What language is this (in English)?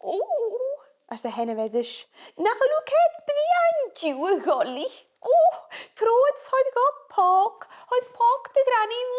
Scottish Gaelic